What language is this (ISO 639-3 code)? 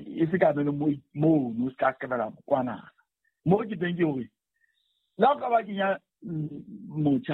sot